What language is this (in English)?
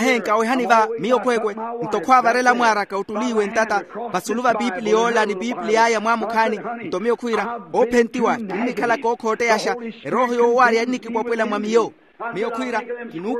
Makhuwa